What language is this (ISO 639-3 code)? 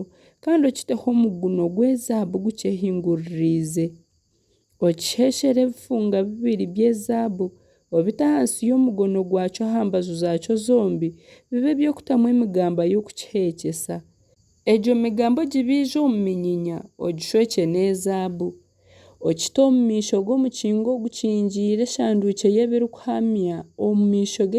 nyn